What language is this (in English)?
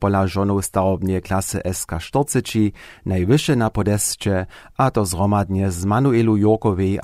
Upper Sorbian